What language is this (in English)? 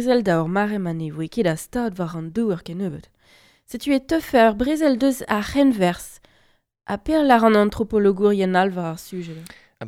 Breton